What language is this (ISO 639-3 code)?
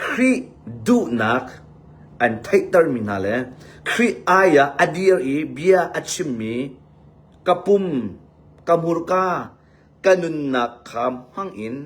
cnh